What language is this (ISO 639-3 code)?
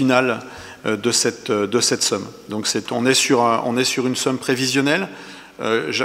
fra